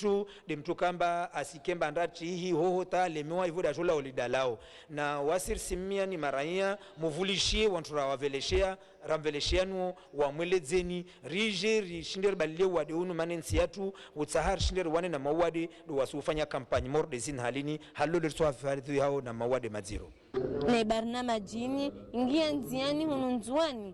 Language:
Ngazidja Comorian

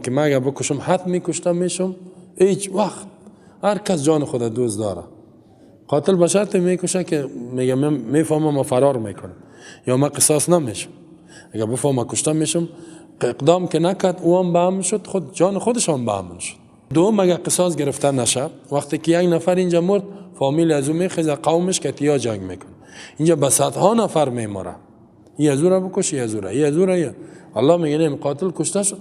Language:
Persian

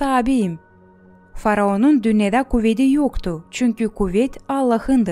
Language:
Gagauz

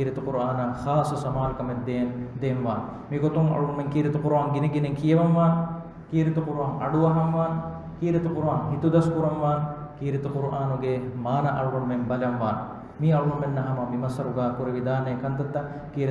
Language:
Divehi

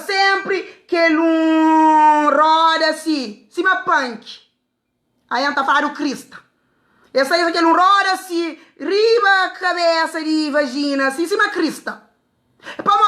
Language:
Kabuverdianu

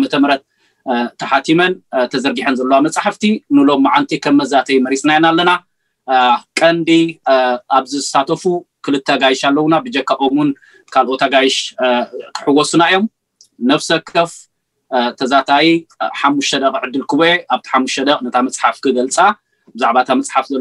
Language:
Tigrinya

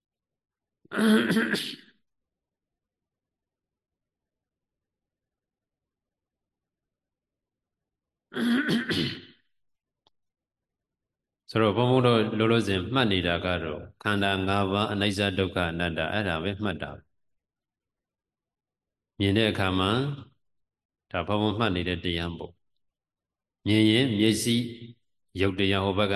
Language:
Burmese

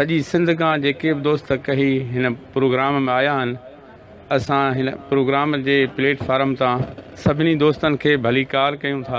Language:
Sindhi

